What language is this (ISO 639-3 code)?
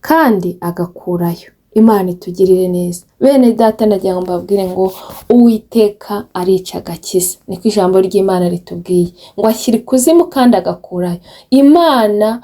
kin